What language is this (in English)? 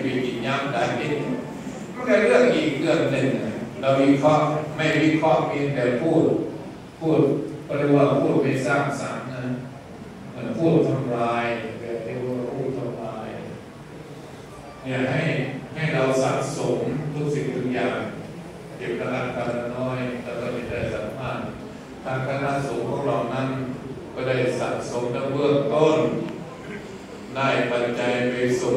Thai